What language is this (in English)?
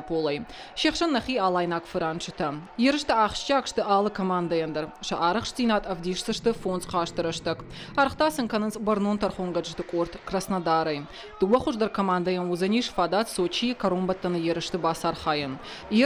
Ossetic